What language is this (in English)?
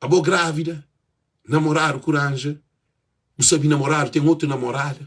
Kabuverdianu